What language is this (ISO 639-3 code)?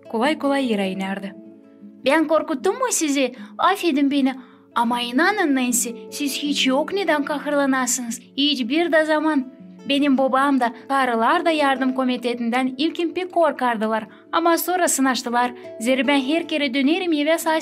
gag